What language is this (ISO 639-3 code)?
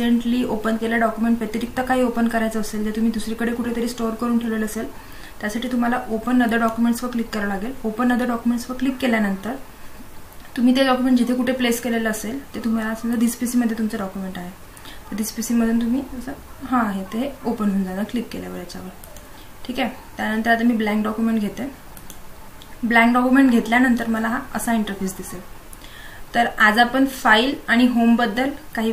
mar